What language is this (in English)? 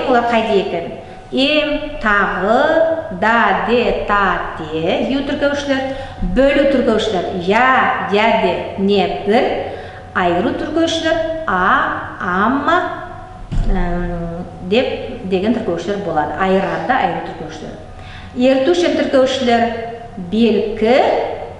Nogai